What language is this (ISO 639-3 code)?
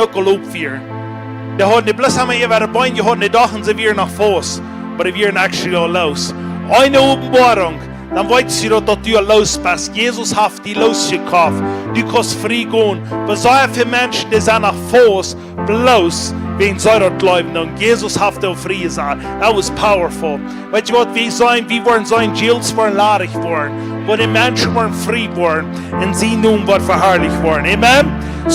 pdt